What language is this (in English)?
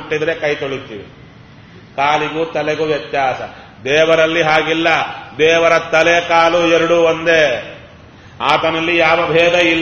Kannada